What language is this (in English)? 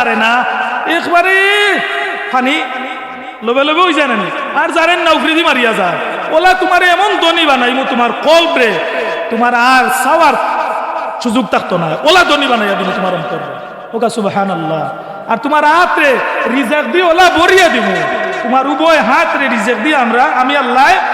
Sylheti